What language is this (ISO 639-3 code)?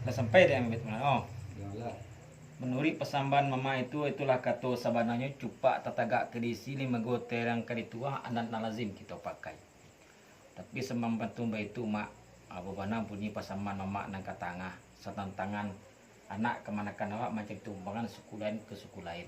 min